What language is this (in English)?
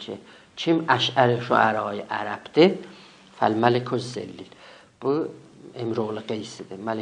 South Azerbaijani